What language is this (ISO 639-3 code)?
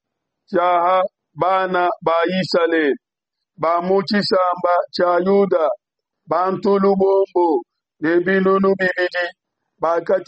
lua